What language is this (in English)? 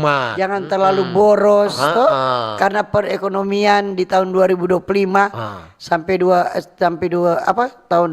Manado Malay